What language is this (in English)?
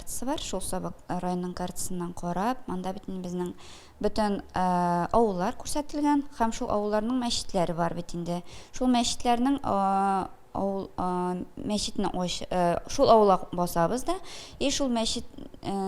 Tatar